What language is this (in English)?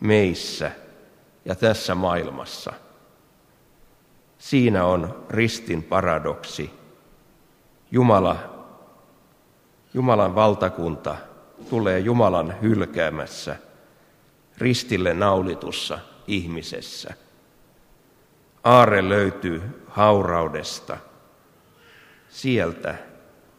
Finnish